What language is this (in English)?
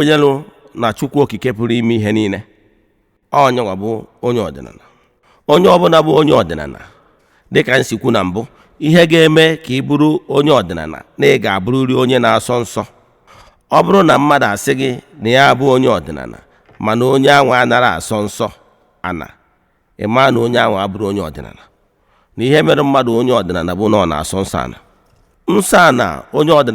Igbo